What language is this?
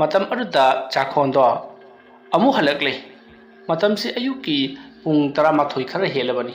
Manipuri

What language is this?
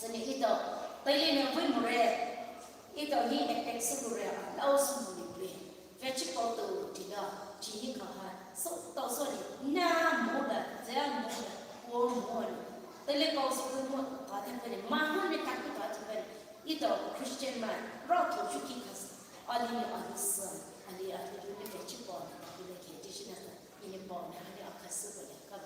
Poumei Naga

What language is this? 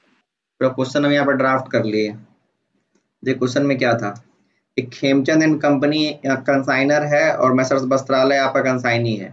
Hindi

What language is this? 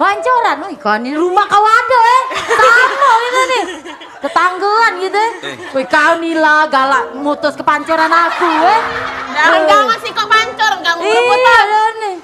Musi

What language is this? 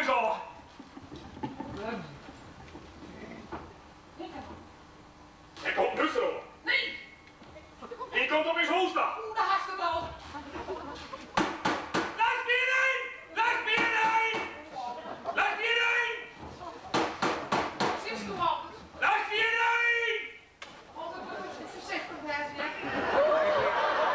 Dutch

